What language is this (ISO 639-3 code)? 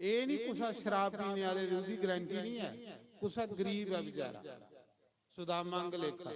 doi